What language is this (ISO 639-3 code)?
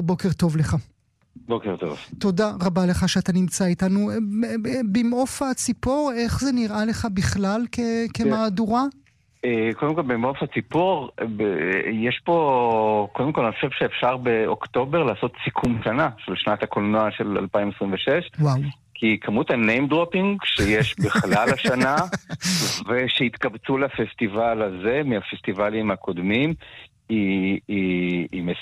heb